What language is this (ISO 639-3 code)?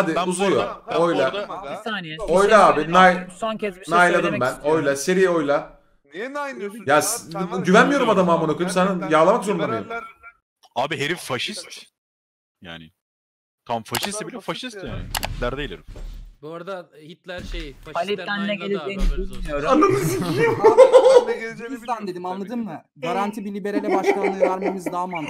tur